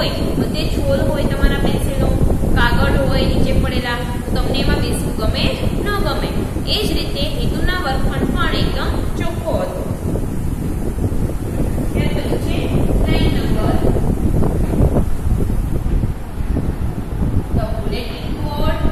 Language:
Gujarati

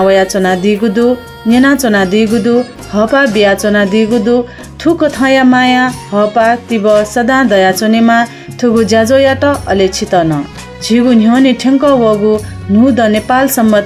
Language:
Newari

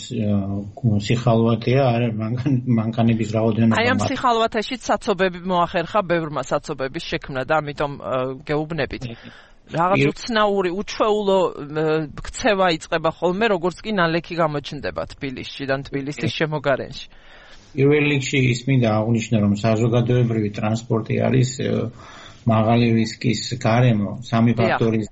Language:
Georgian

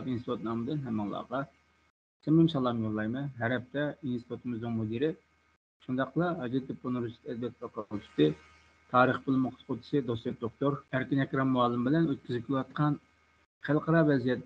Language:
Uyghur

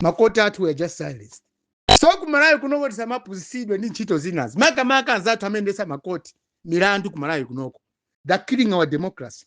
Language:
Nyanja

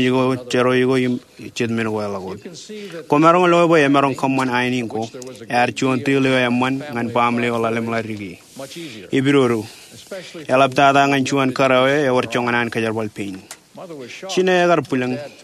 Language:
Marshallese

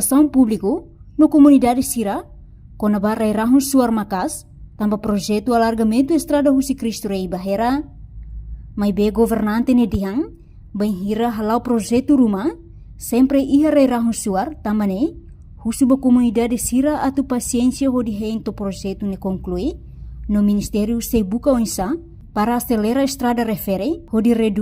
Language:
Tetum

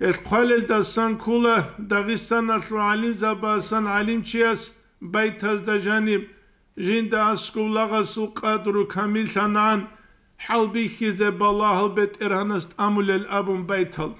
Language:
Avaric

